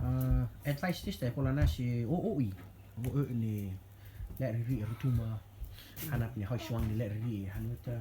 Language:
Rotuman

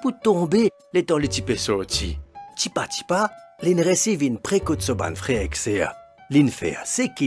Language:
Morisyen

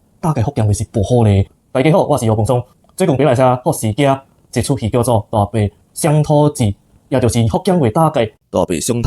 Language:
Min Nan Chinese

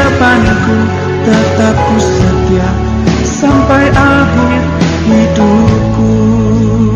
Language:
Indonesian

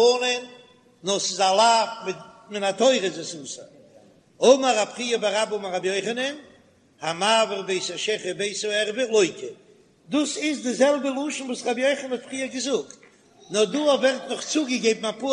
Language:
Yiddish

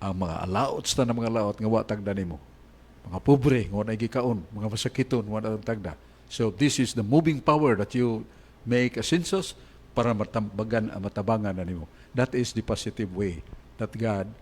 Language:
Cebuano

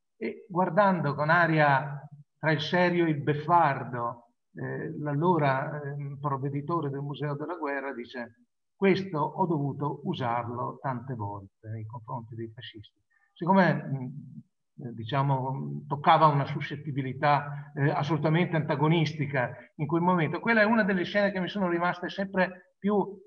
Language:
Italian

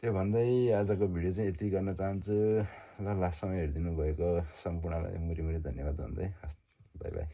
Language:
Nepali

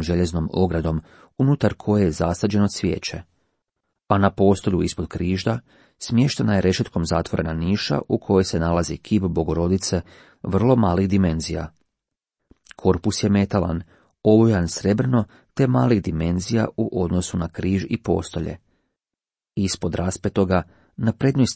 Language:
Croatian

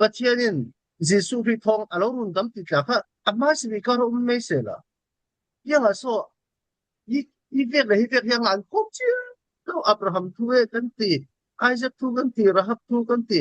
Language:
Falam Chin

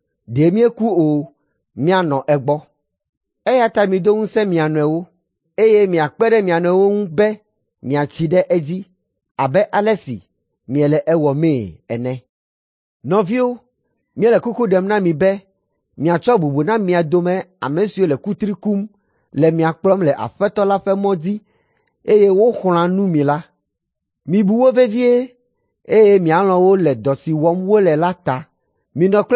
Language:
Ewe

